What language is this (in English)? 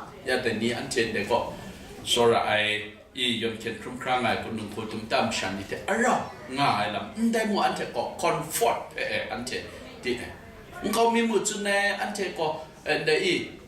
Kachin